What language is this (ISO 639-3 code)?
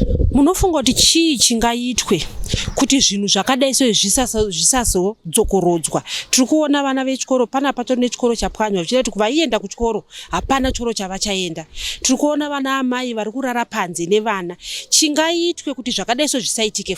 sna